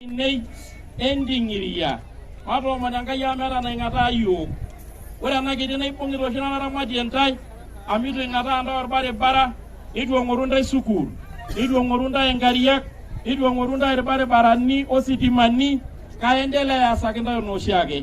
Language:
Masai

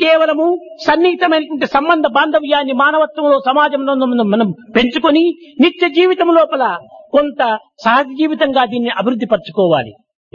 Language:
Telugu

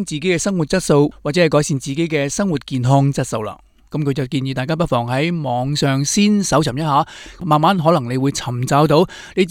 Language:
Cantonese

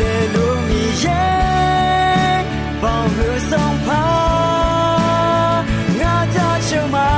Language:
Akha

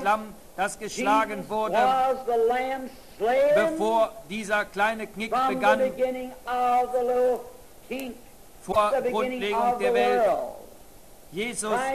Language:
German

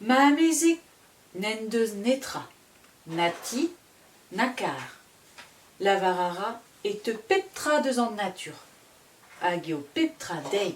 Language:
Breton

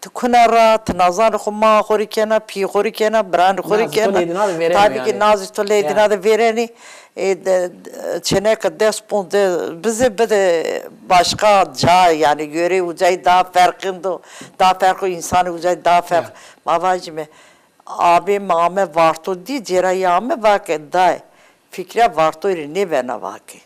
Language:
Zaza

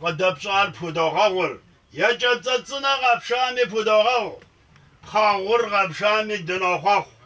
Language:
Kabardian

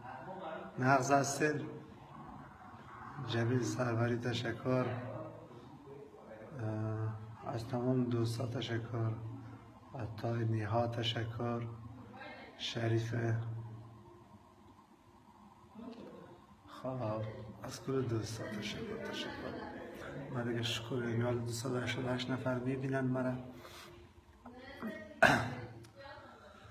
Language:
Persian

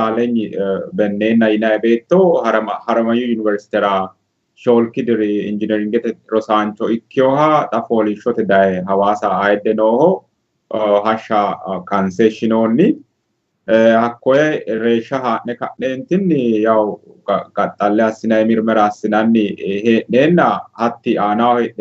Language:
Sidamo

